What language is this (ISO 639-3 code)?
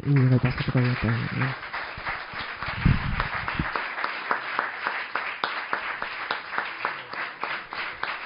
eus